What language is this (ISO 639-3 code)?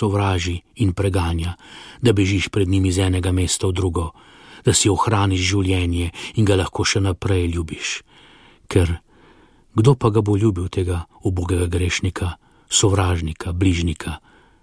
slv